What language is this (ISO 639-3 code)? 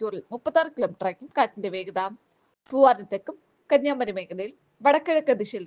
mal